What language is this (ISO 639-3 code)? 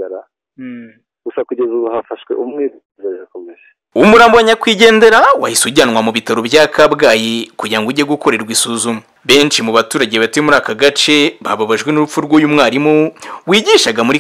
kin